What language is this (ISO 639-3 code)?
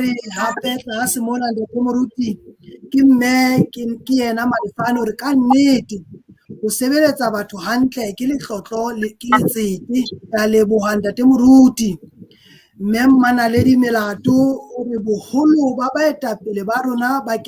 sot